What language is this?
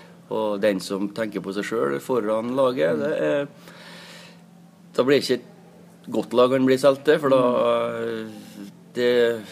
Norwegian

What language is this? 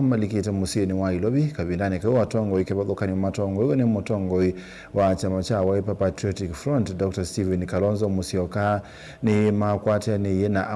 Kamba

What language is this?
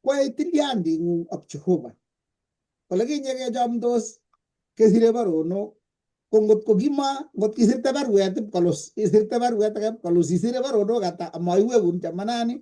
Kalenjin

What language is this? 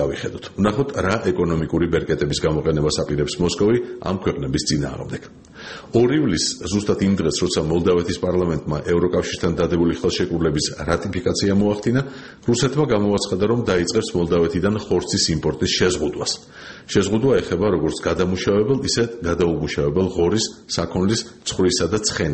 Georgian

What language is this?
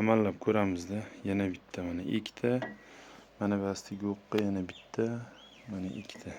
Uzbek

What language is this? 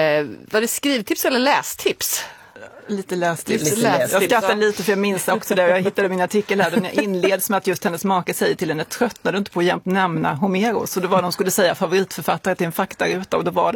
Swedish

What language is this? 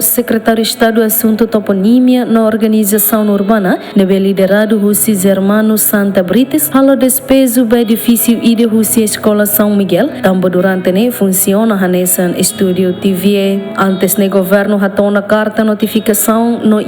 Tetum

